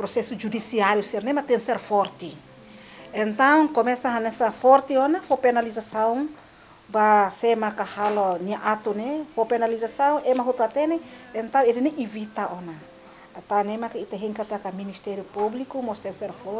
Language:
Tetum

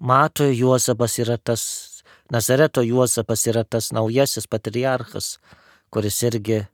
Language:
Lithuanian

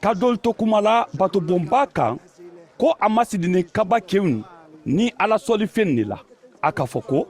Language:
Mandingo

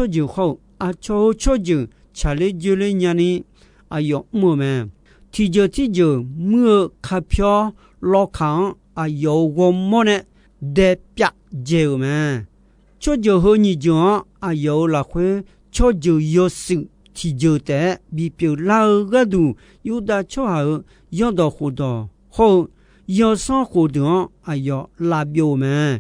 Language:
Akha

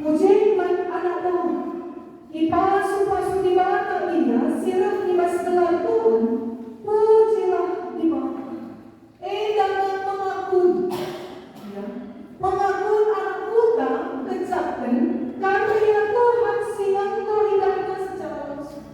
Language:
Batak Karo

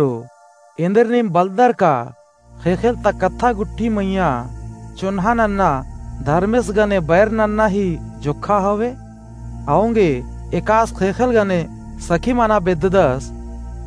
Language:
Kurukh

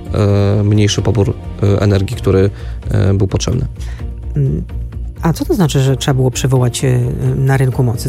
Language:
Polish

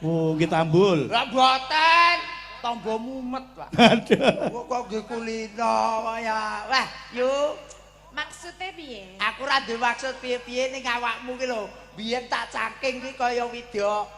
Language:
Javanese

